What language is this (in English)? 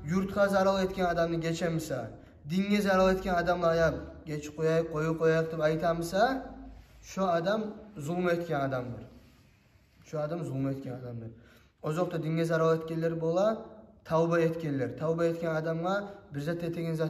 Kumyk